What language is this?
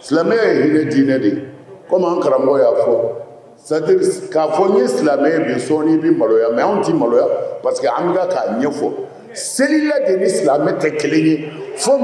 Bambara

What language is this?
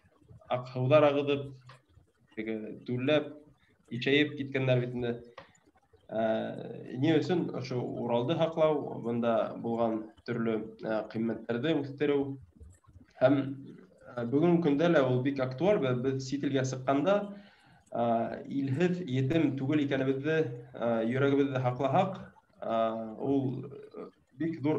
Bashkir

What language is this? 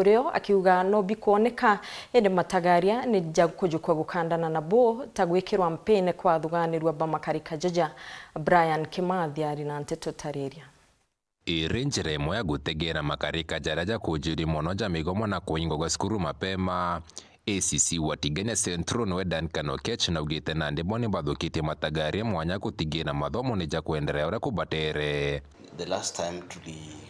Meru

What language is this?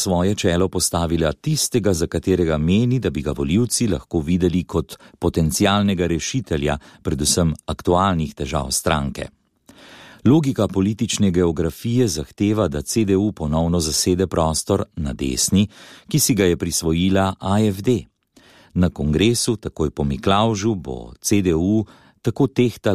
Slovenian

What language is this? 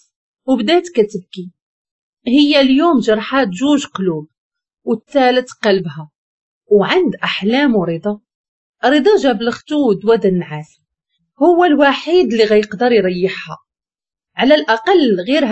Moroccan Arabic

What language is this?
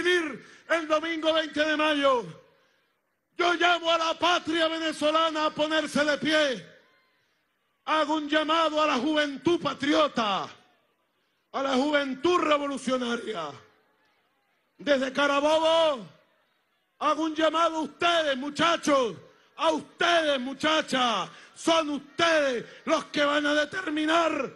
Spanish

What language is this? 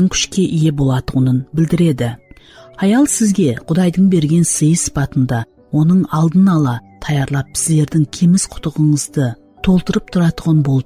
Kara-Kalpak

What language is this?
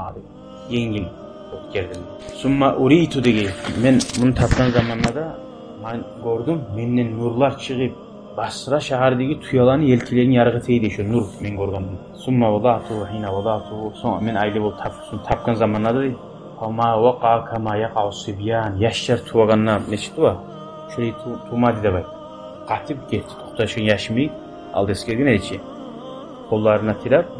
Kumyk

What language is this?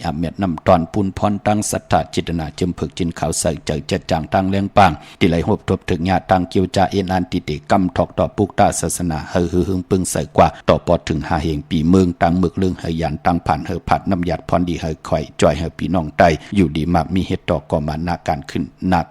Shan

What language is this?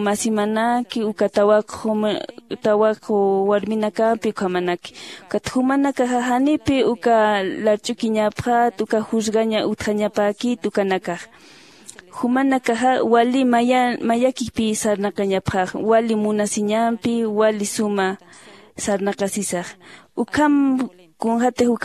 Aymara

